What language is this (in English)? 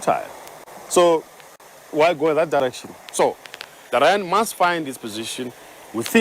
Venda